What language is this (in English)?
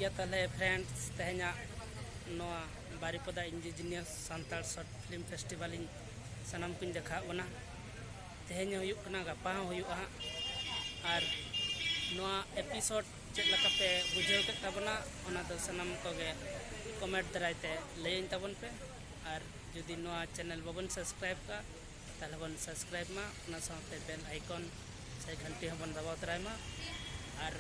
Santali